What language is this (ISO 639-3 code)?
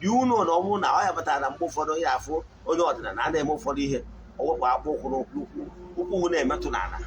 ibo